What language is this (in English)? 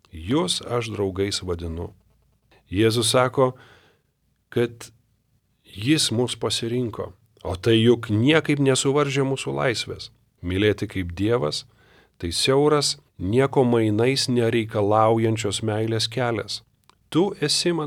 Lithuanian